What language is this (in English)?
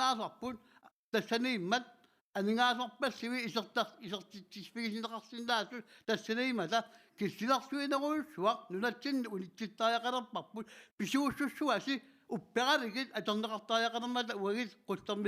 Kalaallisut